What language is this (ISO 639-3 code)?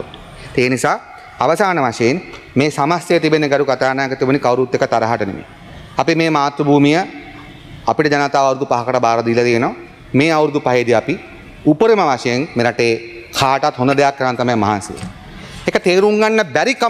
sin